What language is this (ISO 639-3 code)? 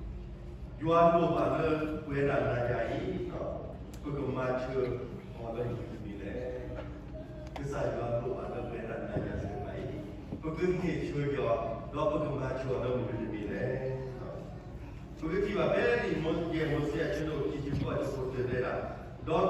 ksw